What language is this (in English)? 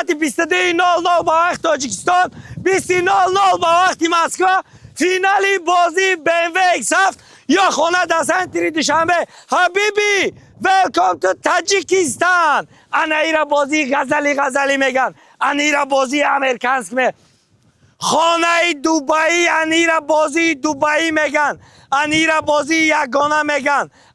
Tajik